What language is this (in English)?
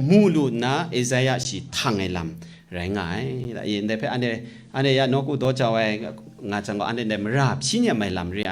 Kachin